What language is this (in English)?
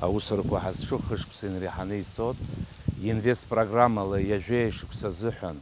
Abkhazian